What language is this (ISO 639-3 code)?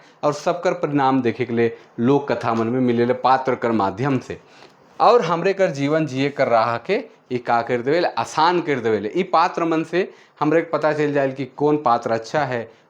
sck